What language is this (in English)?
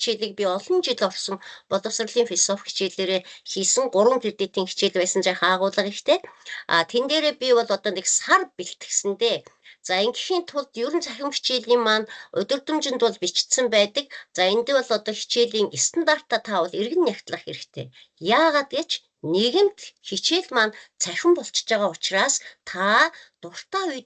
Mongolian